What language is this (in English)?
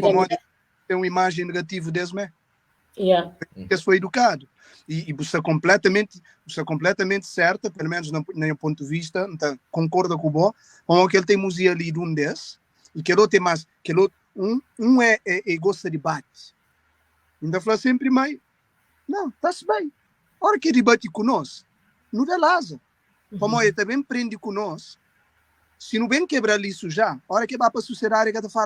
Kabuverdianu